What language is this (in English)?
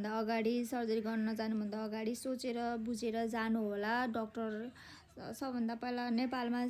Nepali